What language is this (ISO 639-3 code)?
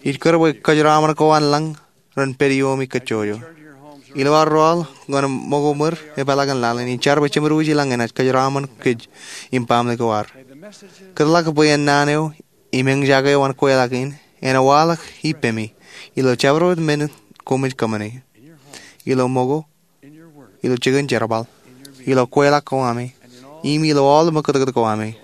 mah